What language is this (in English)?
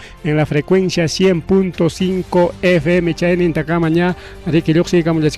Ayacucho Quechua